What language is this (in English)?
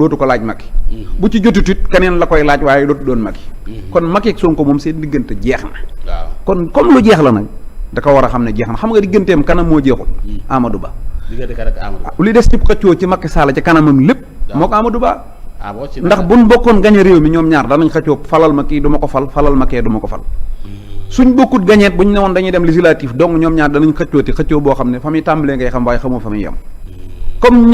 Wolof